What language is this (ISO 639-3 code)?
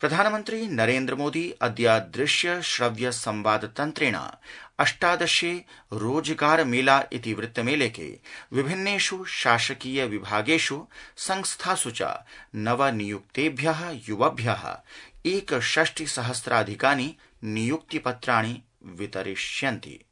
san